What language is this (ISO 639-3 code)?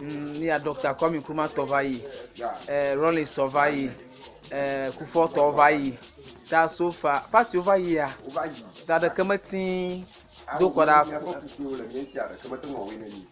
ewe